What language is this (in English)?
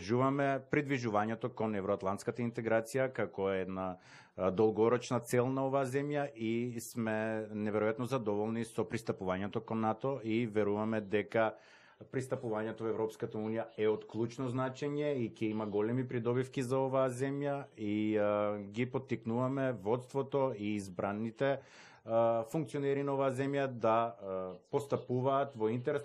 Macedonian